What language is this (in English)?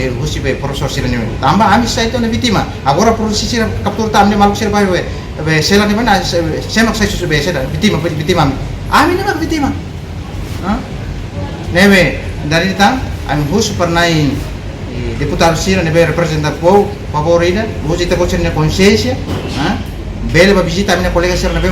Tetum